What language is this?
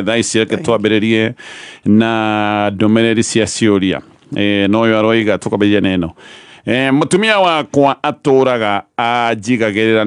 Kikuyu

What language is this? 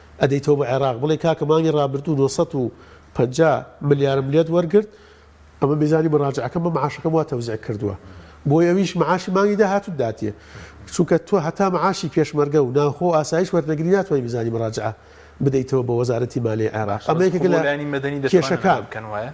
Central Kurdish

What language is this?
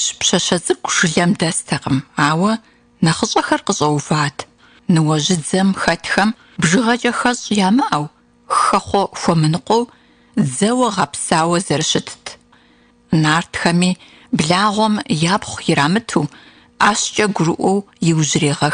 Kabardian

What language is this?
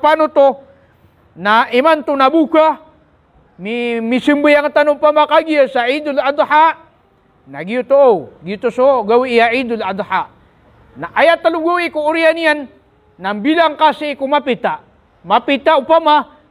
Maranao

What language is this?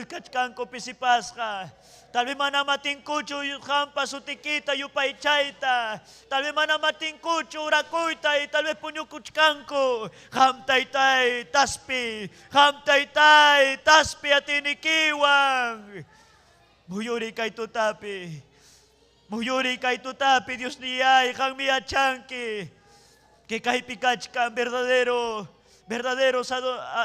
Ayacucho Quechua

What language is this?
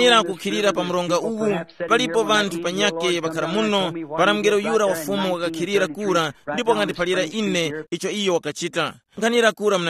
Tumbuka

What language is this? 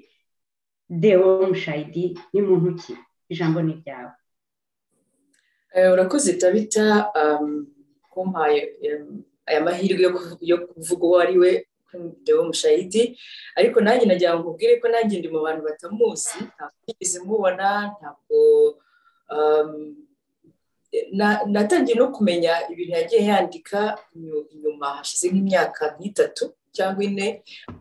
Kinyarwanda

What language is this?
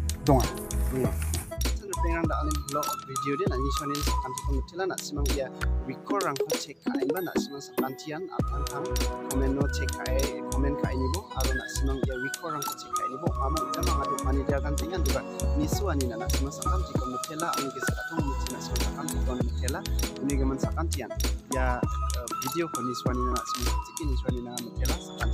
Garo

